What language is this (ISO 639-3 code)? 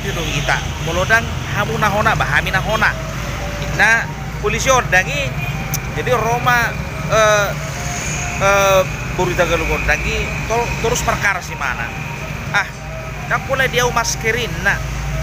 bbc